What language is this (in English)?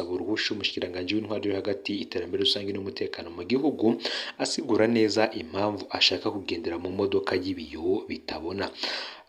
Rundi